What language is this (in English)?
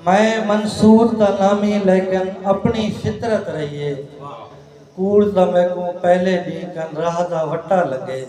Saraiki